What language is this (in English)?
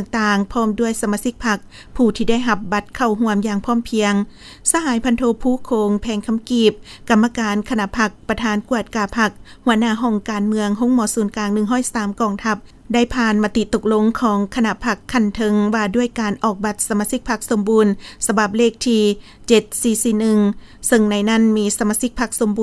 Lao